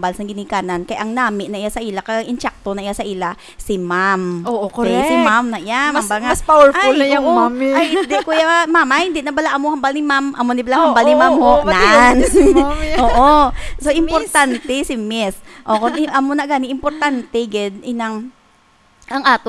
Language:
Hiligaynon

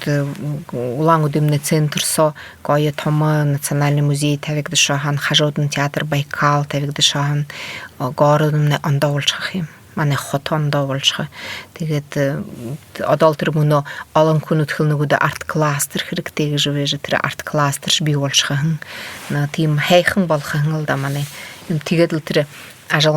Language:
Buriat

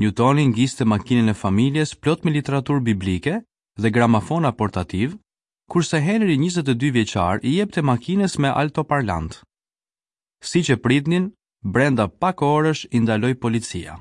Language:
Albanian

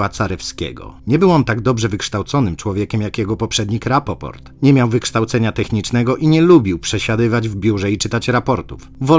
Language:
Polish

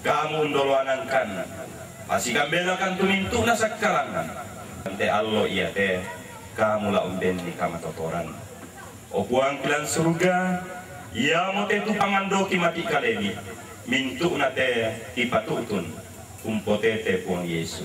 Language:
Toraja-Sa'dan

